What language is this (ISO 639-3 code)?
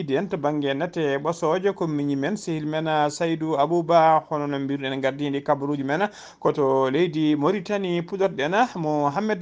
ful